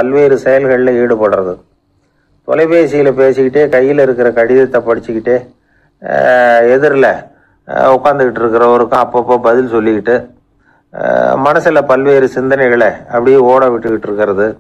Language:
Tamil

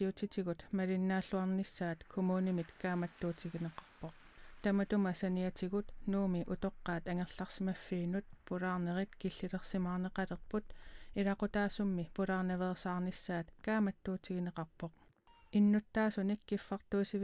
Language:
Kalaallisut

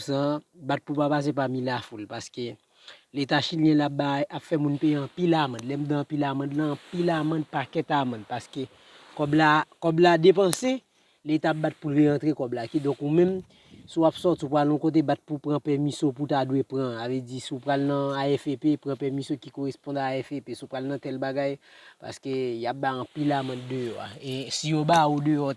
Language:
Haitian Creole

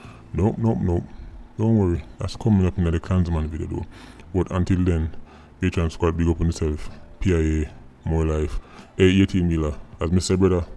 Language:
Jamaican Creole English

